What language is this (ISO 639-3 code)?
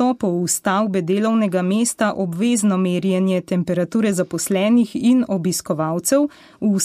slv